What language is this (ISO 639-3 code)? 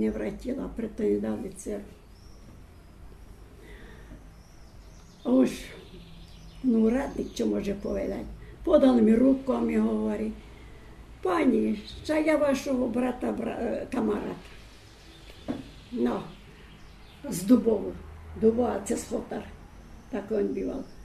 slk